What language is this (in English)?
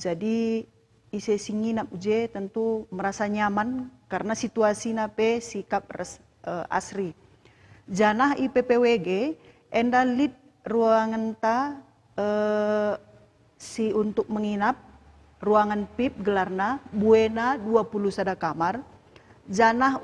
Batak Karo